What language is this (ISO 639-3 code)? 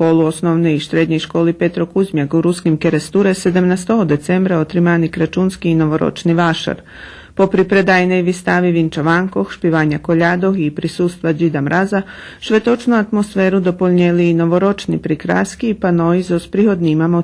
rue